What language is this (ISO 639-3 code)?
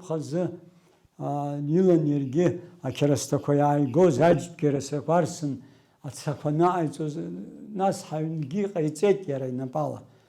abk